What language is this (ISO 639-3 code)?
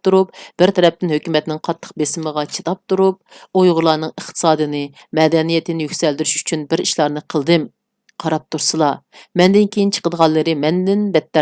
uig